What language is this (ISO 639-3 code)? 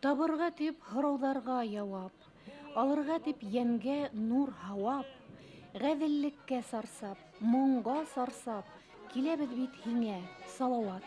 bak